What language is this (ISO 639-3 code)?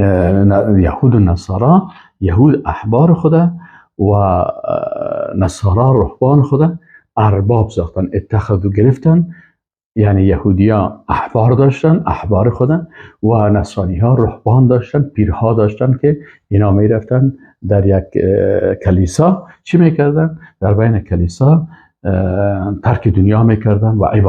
fas